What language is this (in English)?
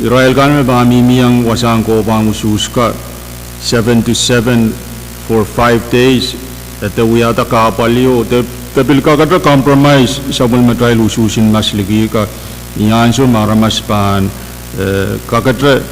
Pohnpeian